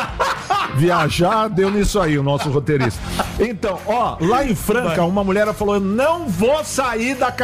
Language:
Portuguese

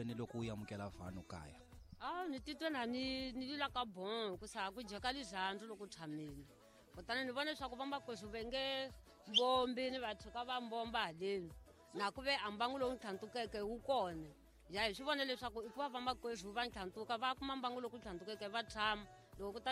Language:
Tsonga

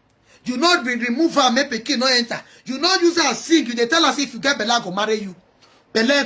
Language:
Nigerian Pidgin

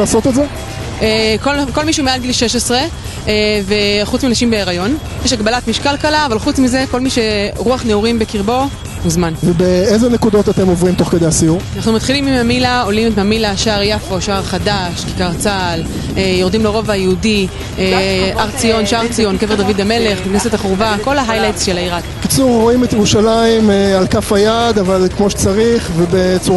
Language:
Hebrew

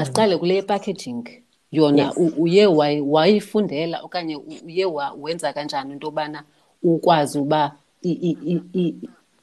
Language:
Xhosa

